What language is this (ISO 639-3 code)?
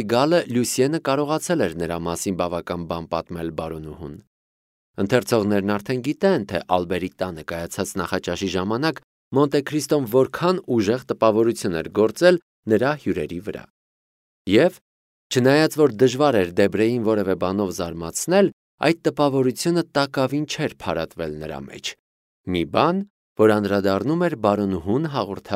hye